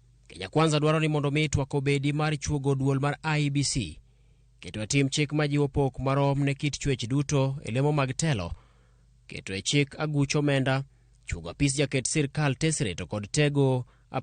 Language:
Luo (Kenya and Tanzania)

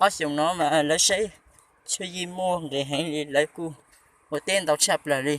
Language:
Hmong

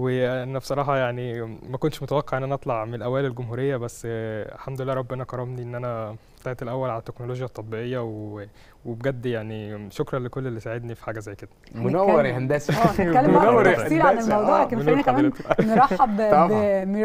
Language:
Egyptian Arabic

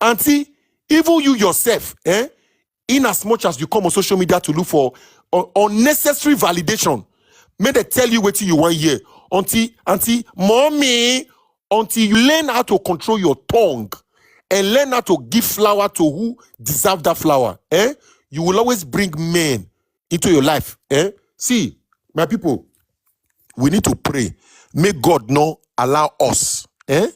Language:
Nigerian Pidgin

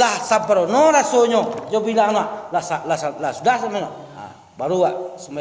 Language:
Minangkabau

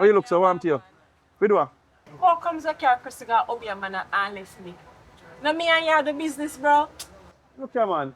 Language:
Jamaican Creole English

